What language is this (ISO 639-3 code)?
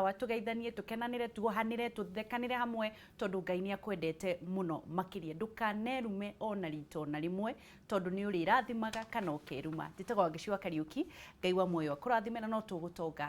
kik